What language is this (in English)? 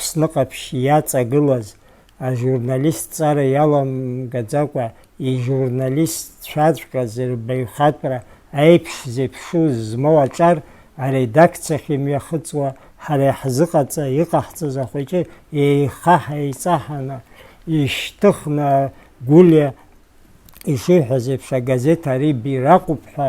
Abkhazian